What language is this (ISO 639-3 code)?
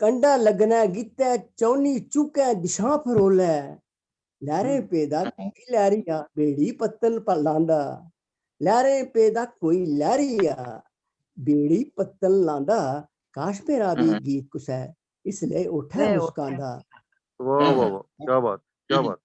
doi